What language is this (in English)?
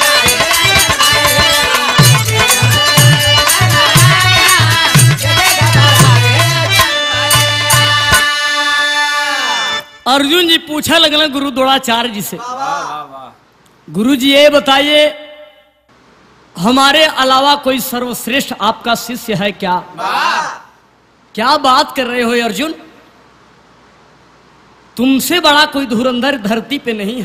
Bhojpuri